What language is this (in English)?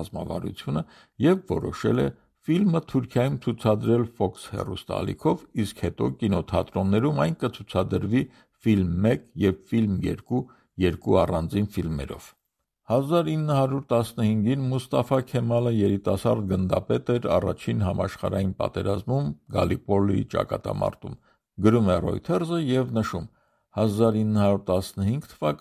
Armenian